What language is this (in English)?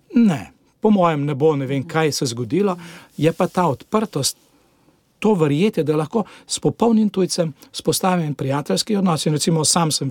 Slovenian